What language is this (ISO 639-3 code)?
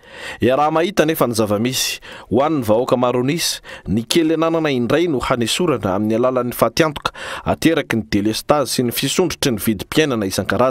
mlg